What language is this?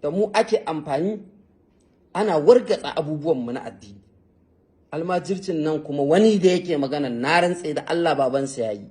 Hausa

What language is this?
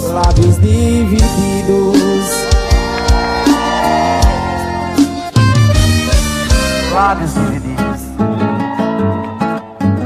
Portuguese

